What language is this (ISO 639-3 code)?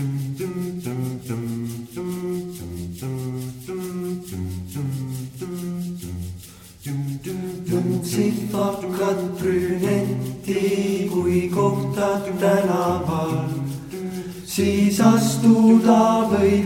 est